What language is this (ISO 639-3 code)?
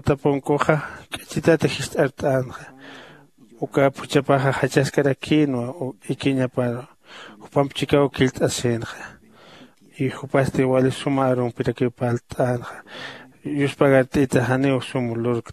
aym